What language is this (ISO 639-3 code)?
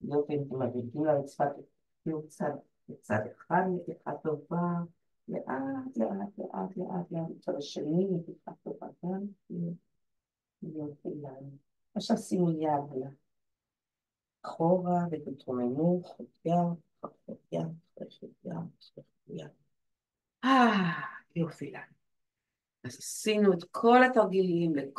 heb